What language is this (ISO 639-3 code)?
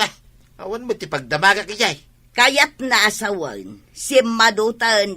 ilo